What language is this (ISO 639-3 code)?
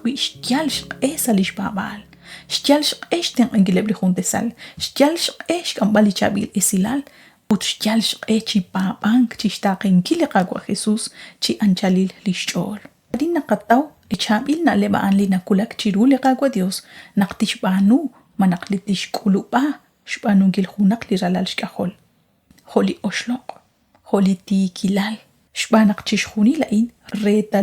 kek